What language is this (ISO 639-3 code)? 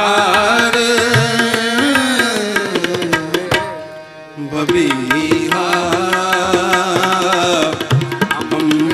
pan